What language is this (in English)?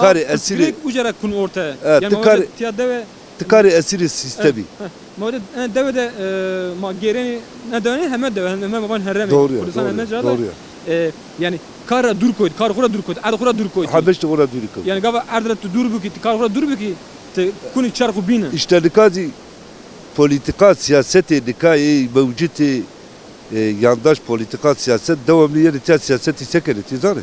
Zaza